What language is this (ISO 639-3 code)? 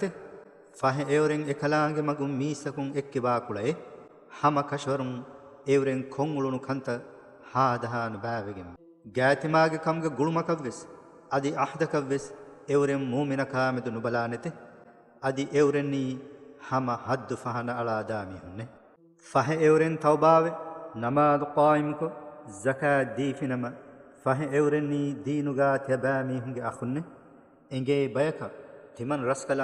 div